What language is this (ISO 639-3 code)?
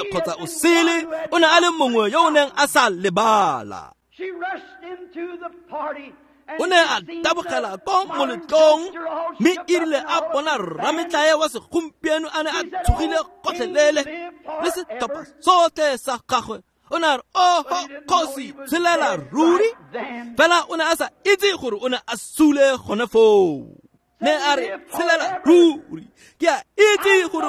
tsn